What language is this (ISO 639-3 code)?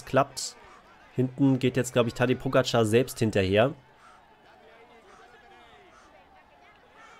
deu